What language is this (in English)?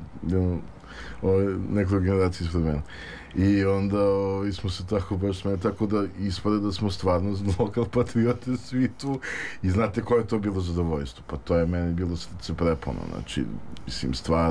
Serbian